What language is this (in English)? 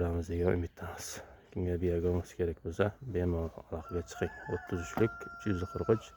Uzbek